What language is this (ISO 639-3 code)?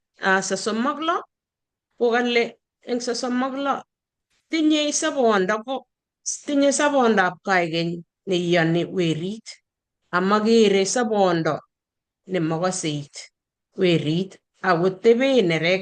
kln